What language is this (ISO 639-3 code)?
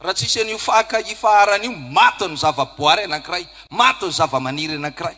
mlg